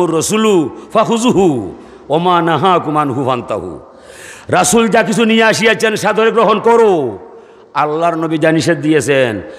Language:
Sylheti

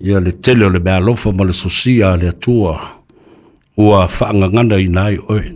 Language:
Samoan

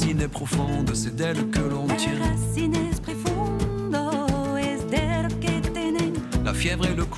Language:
Breton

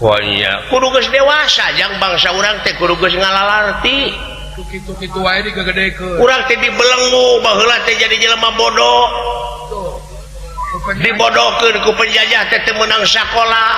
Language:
Sundanese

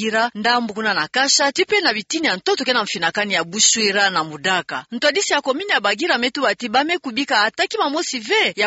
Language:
Kituba (Democratic Republic of Congo)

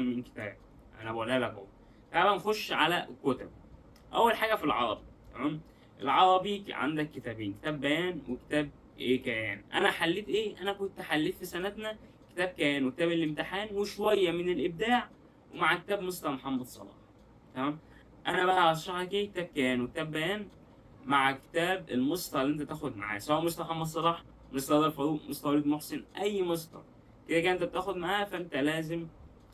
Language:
Egyptian Arabic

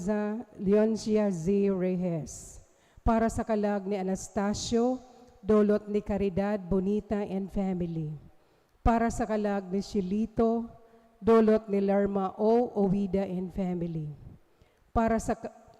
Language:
Bikol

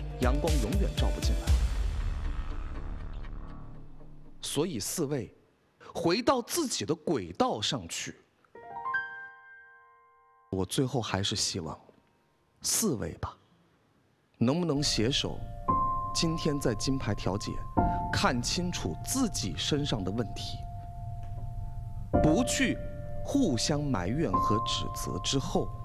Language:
Chinese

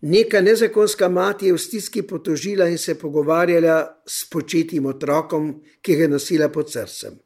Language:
Slovenian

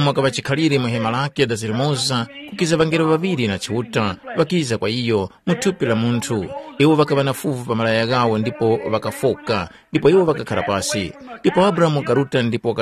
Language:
Tumbuka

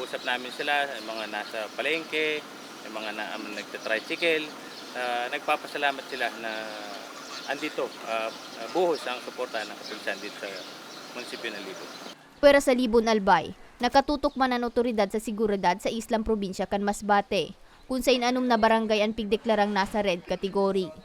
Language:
Bikol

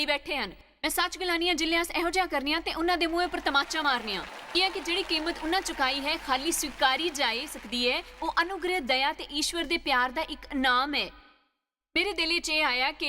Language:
Dogri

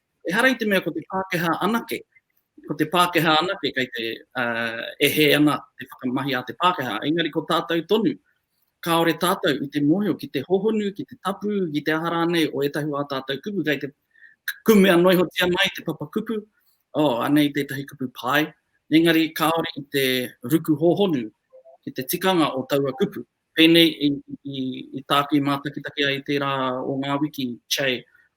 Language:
Māori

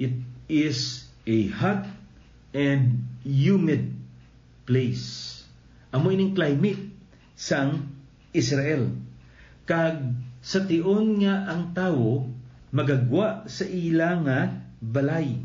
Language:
Hiligaynon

